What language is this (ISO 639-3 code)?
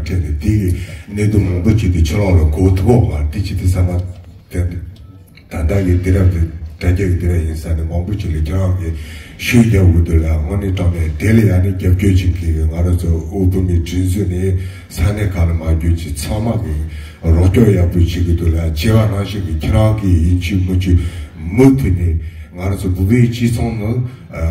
bod